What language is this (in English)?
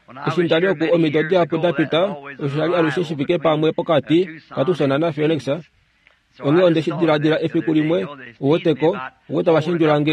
Kuanyama